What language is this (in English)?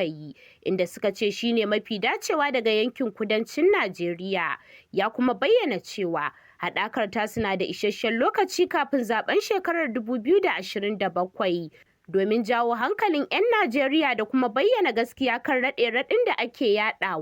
Hausa